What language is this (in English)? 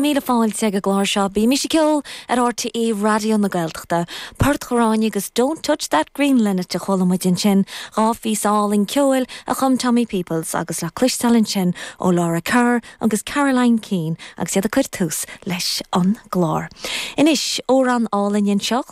Irish